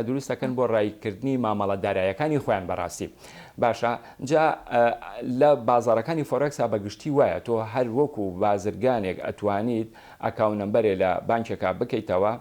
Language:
Central Kurdish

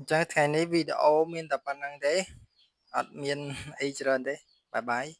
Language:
Khmer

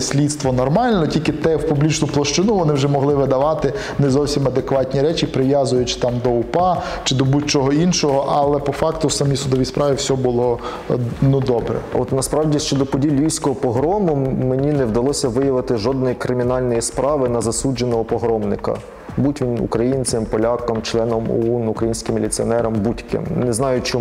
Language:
Ukrainian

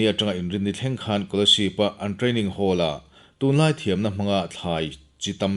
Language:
Mizo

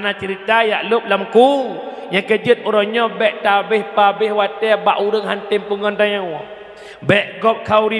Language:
Achinese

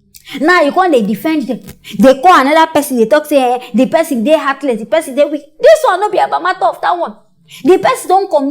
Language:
Nigerian Pidgin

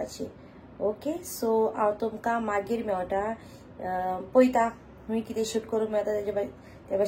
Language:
Konkani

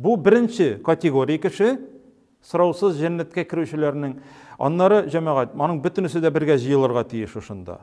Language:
Tatar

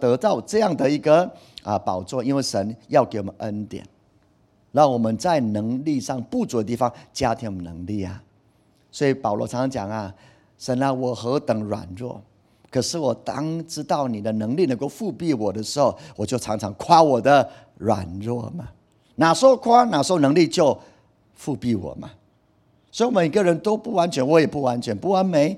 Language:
Chinese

